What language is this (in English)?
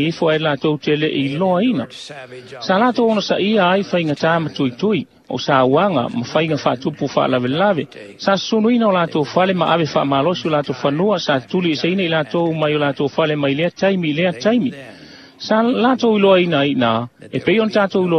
Samoan